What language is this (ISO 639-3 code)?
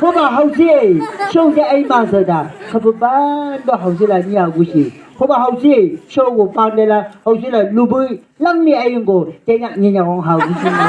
nbc